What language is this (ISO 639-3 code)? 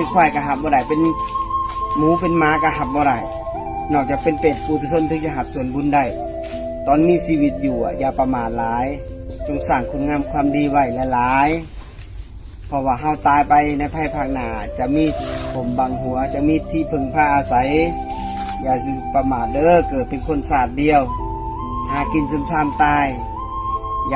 lao